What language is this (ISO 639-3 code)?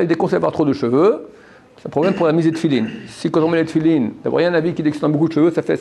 fra